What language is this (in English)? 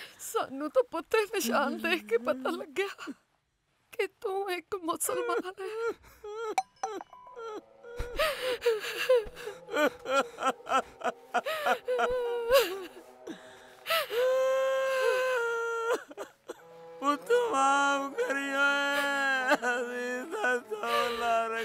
Punjabi